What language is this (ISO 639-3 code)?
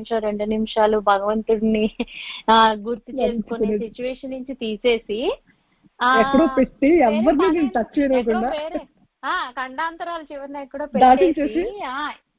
tel